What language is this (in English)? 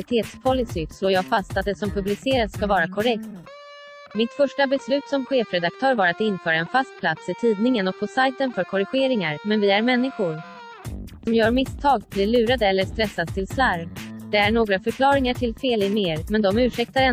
Swedish